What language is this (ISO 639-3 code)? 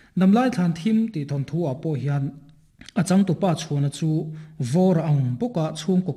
lus